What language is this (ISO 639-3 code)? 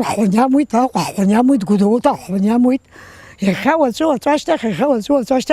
abk